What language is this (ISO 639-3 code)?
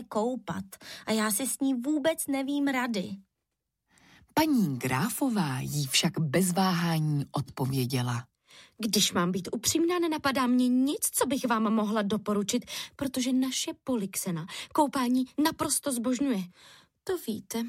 ces